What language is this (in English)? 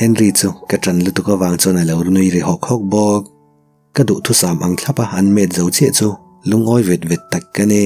Mizo